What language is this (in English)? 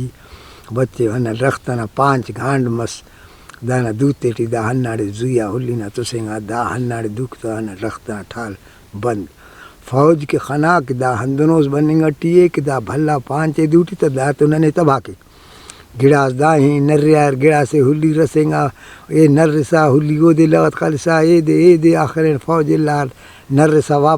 Brahui